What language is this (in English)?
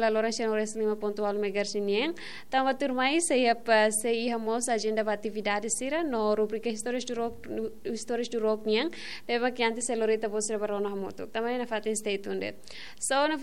Tetum